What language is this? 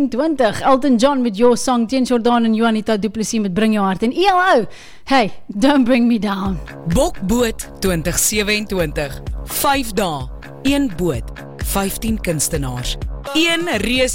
Afrikaans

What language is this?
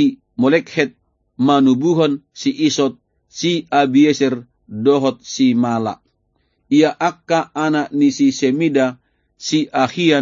Batak Toba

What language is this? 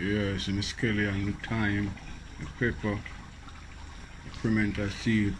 Jamaican Creole English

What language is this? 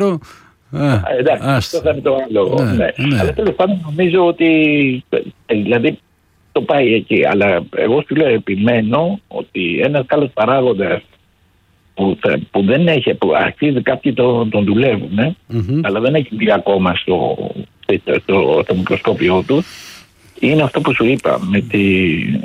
Greek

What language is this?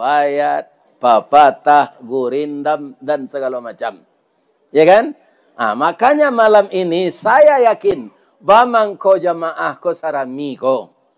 Minangkabau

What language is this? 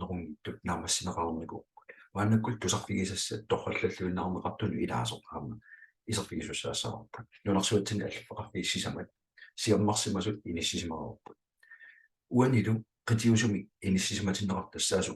Kalaallisut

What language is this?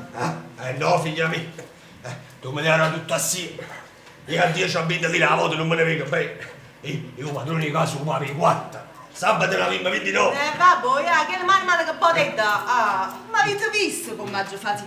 Neapolitan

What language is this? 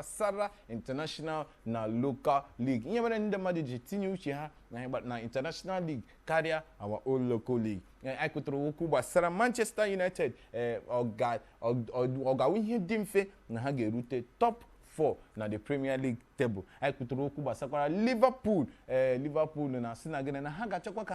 Igbo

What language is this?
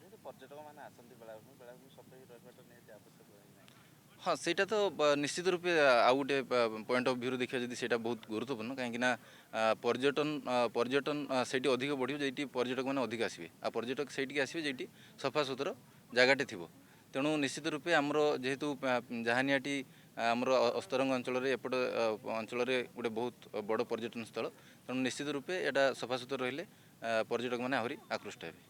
Odia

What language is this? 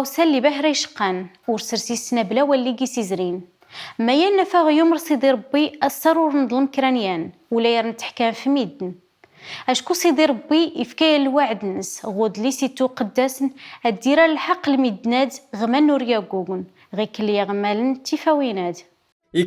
Kabyle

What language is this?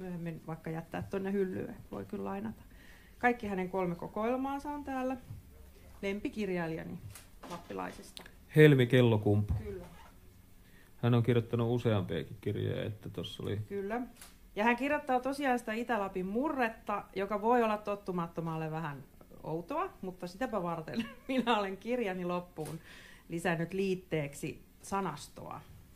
Finnish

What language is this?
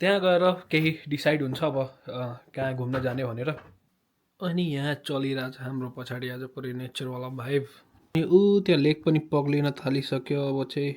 Nepali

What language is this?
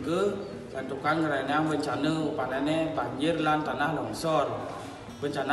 Balinese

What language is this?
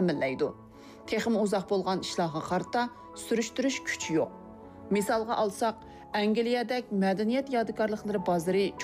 Uyghur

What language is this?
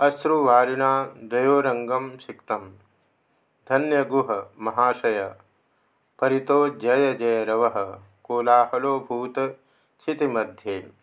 Sanskrit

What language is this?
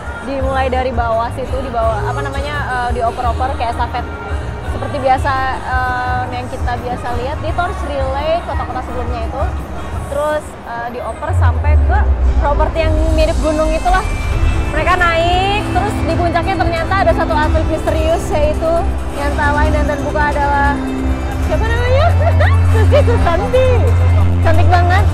Indonesian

